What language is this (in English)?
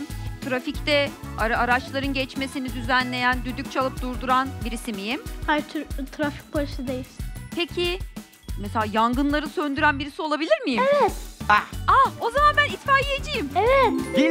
Turkish